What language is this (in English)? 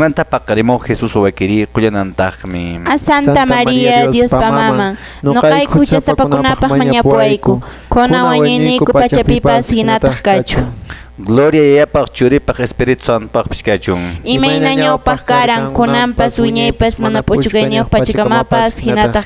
Quechua